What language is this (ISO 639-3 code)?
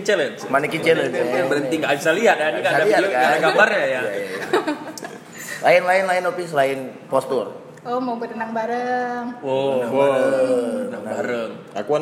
ind